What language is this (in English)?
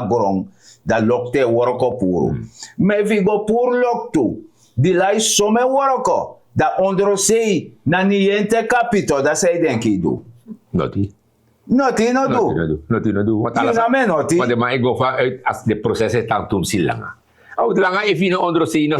Sranan Tongo